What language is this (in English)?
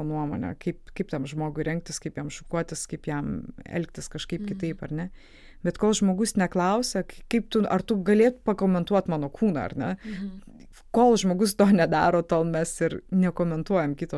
Lithuanian